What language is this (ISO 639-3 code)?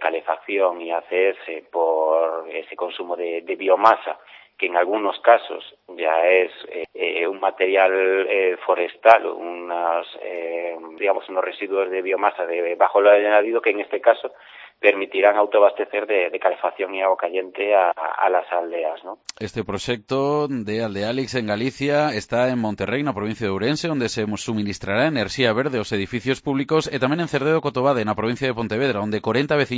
glg